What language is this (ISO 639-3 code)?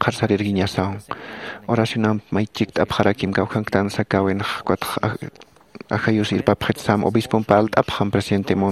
aym